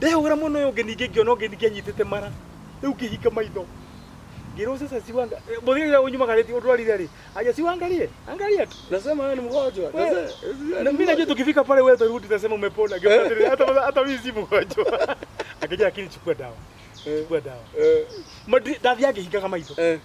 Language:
Kikuyu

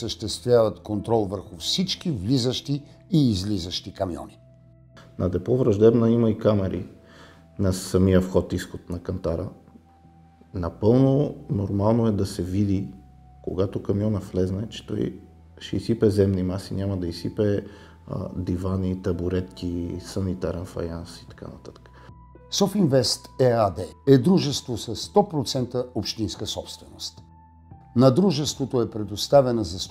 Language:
Bulgarian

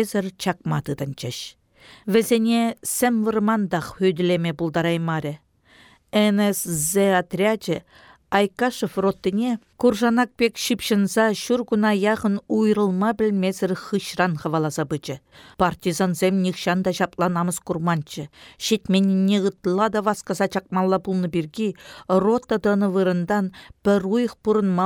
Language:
Chuvash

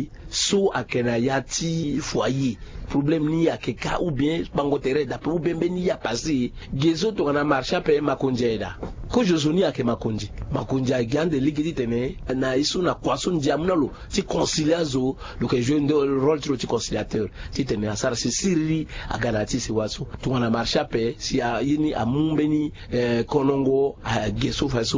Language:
Sango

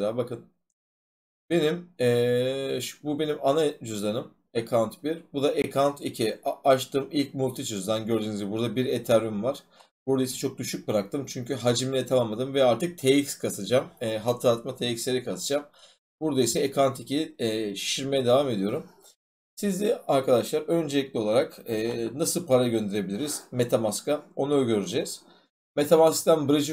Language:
Turkish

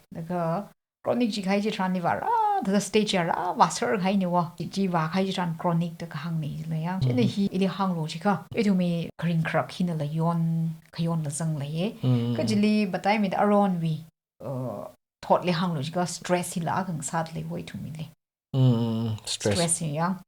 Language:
Tangkhul Naga (India)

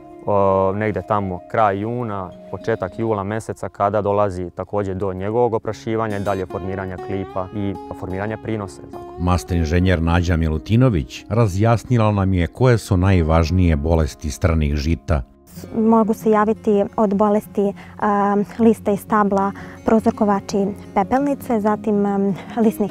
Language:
Serbian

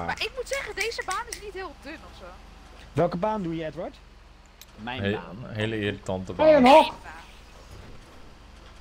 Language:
Dutch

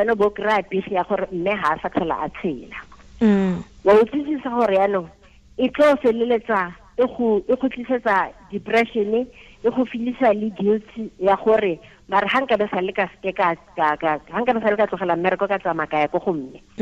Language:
Tswana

